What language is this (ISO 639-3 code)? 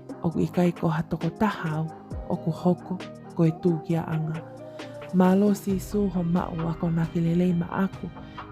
ton